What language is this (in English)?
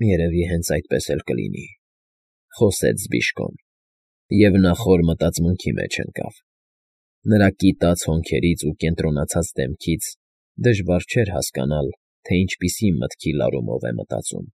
Armenian